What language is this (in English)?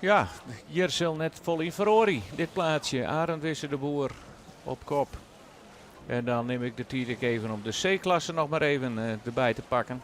Western Frisian